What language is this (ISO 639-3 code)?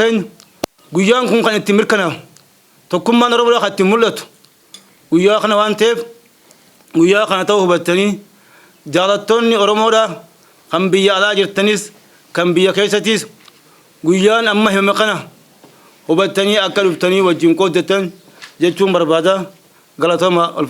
orm